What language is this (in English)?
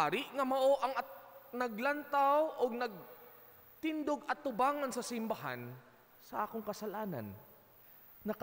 Cebuano